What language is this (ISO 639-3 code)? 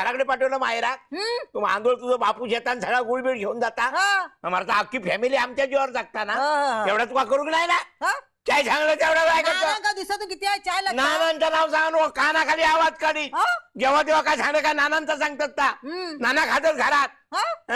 mar